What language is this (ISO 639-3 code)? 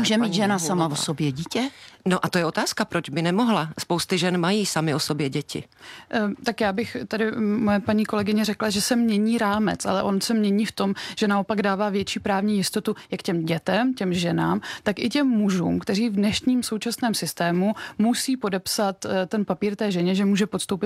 ces